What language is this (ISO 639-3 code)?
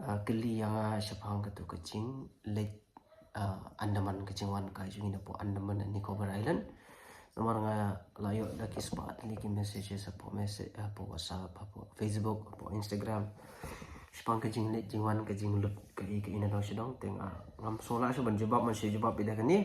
kha